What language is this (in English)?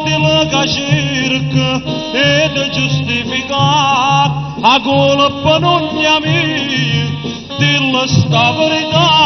Neapolitan